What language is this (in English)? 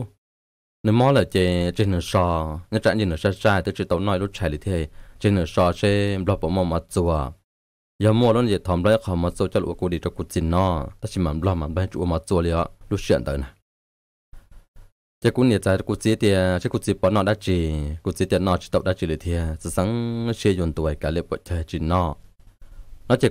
Vietnamese